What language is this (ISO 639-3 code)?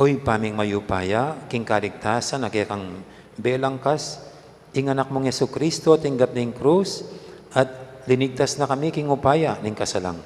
pam